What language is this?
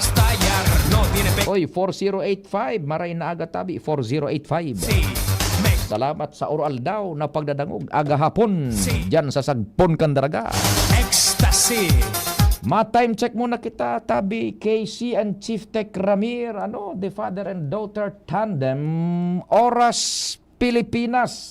Bikol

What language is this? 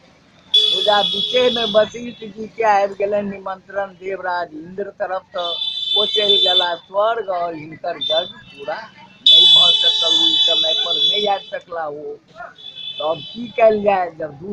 Maithili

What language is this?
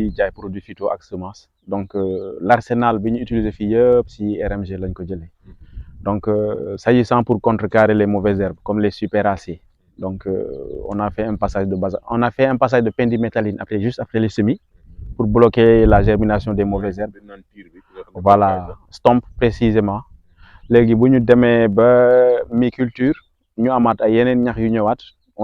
Wolof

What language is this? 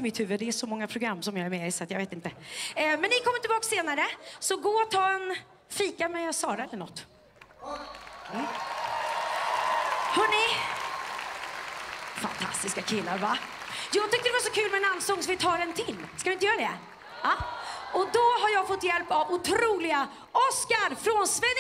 Swedish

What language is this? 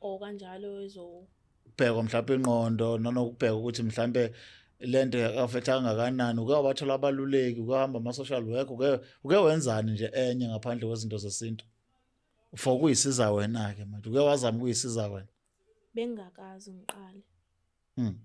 Zulu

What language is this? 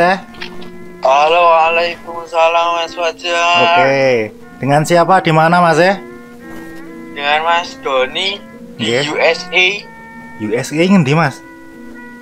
Javanese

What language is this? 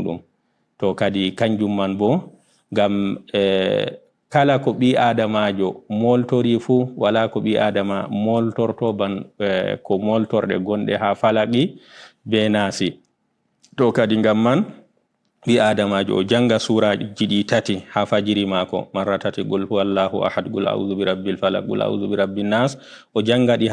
Fula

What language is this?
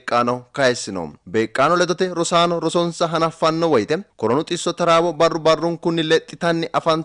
Sidamo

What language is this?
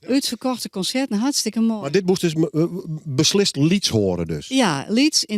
Western Frisian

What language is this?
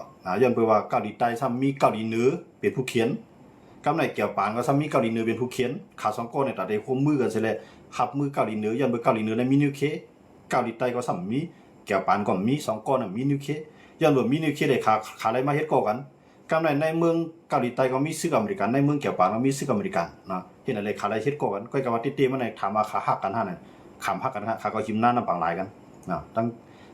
Shan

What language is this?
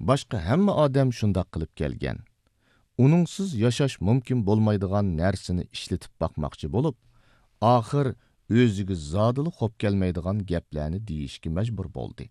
Uyghur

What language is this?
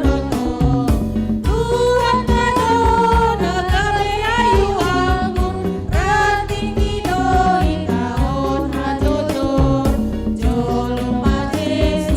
Batak Simalungun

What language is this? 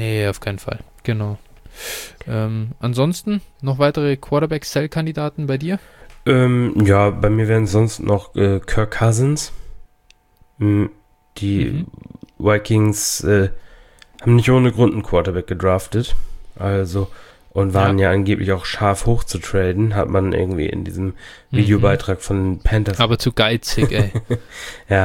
German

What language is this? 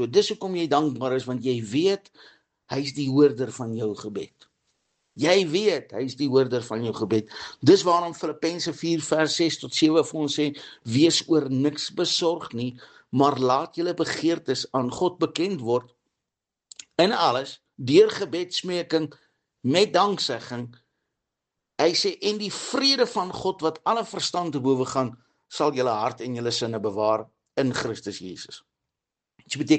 Afrikaans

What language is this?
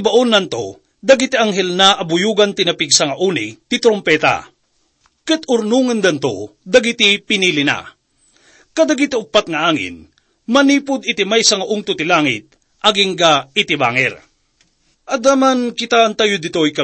Iloko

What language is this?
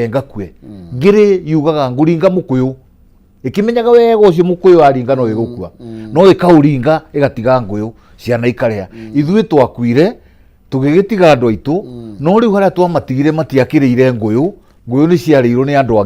Kikuyu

